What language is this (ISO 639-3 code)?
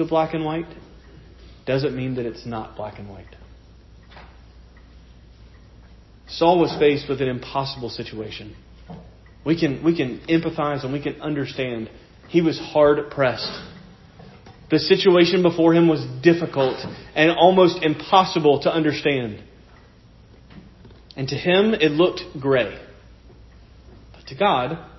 eng